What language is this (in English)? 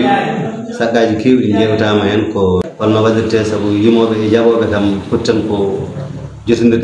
Fula